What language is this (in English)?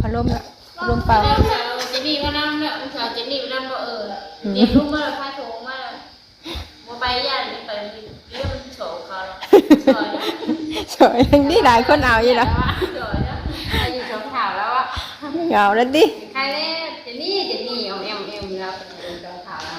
Northeastern Thai